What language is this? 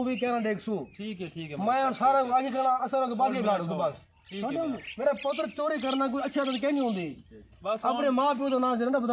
Saraiki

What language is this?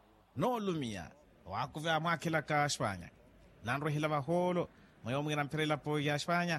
Makhuwa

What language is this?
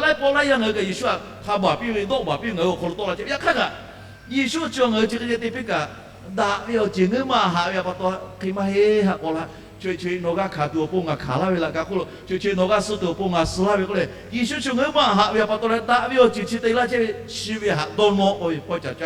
Lahu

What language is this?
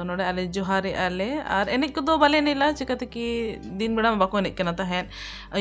Santali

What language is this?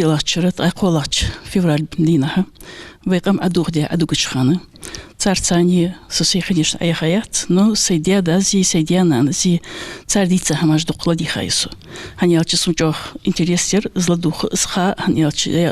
Ingush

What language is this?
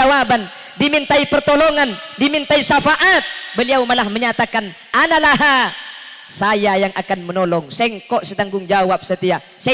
Madurese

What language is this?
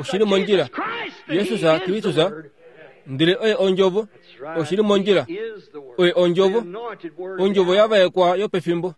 Kuanyama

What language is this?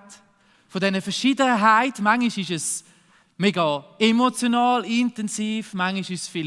Swiss German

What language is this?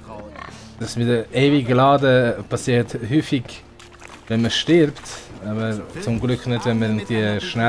Swiss German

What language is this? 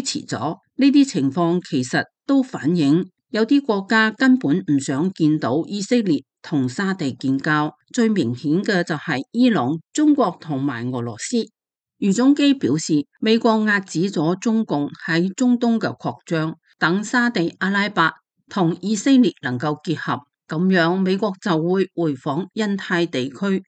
Cantonese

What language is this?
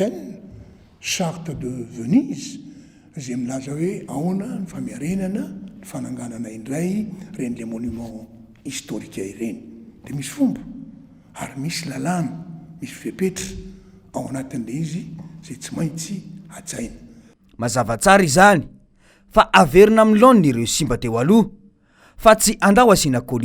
Malagasy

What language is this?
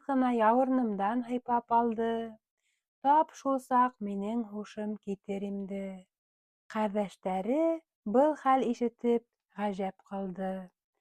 Bashkir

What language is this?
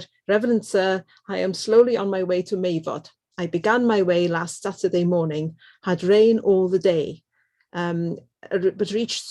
Welsh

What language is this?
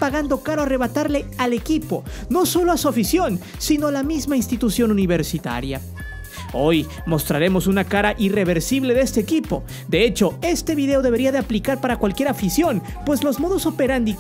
Spanish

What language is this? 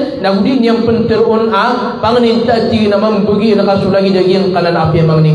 Maranao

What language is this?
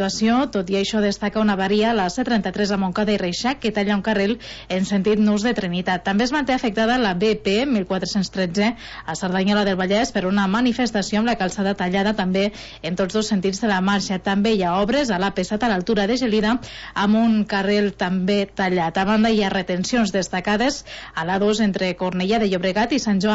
Catalan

